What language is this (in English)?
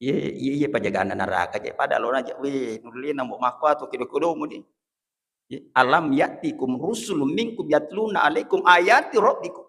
Buginese